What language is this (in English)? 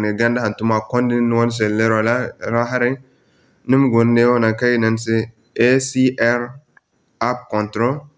Zarma